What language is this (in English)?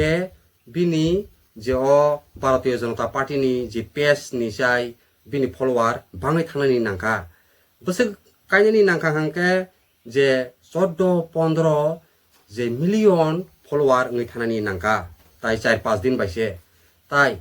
Kok Borok